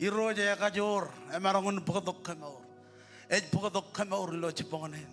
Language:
Marshallese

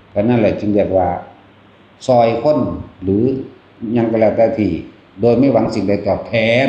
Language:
Northeastern Thai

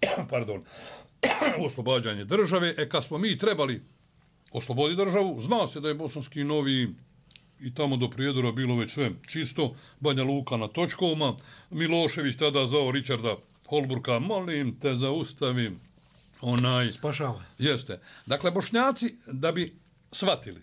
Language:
Bosnian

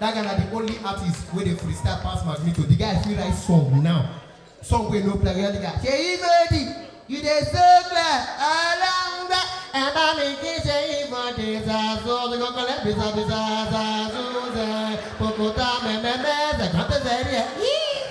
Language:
Nigerian Pidgin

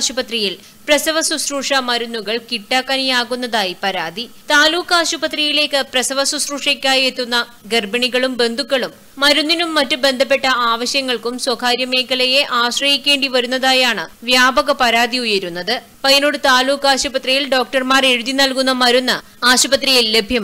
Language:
Malayalam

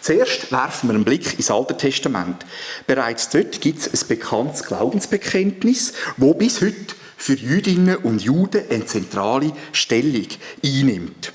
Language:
Swiss German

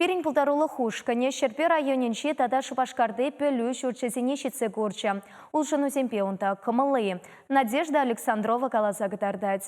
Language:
Chuvash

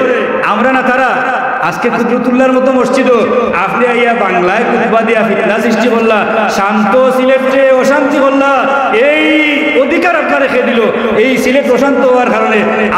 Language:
Sylheti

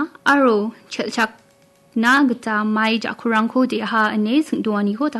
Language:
Garo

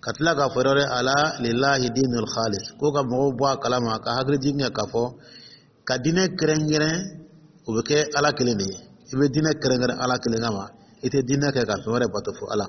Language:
Dyula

